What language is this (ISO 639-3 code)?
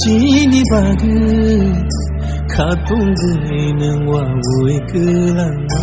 trp